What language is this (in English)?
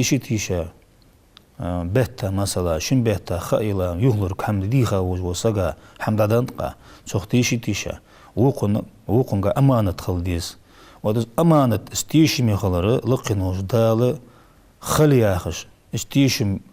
Ingush